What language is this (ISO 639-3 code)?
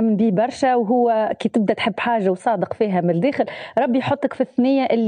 aeb